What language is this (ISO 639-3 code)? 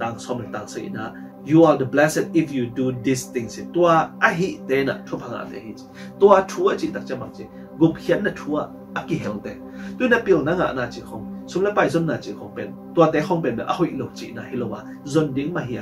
ctd